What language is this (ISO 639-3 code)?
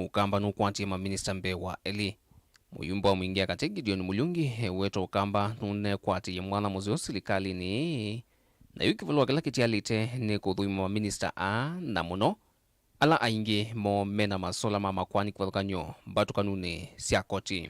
kam